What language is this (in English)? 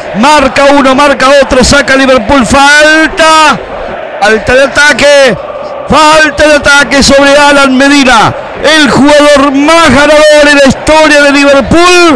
Spanish